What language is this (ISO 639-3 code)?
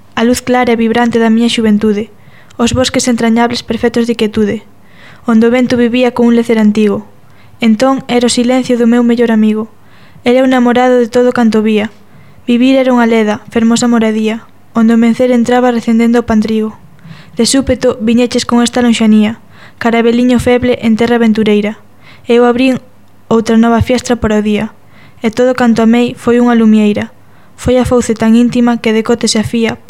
glg